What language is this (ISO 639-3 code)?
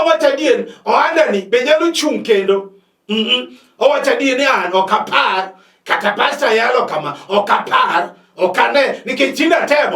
luo